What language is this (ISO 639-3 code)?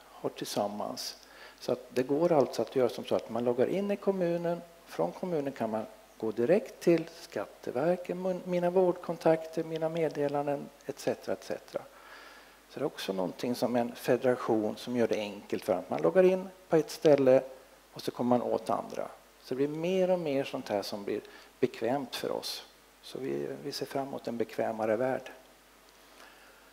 swe